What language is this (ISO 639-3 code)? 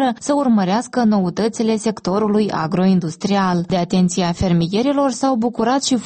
ron